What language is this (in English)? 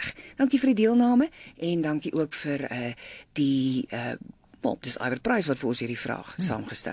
Afrikaans